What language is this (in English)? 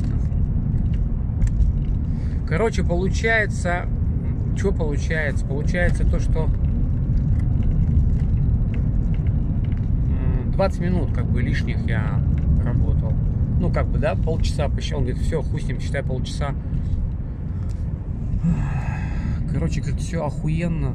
Russian